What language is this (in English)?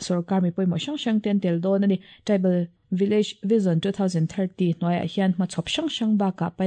Mizo